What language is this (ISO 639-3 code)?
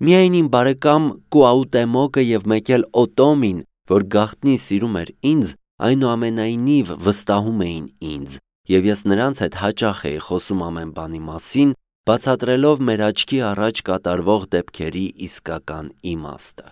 hye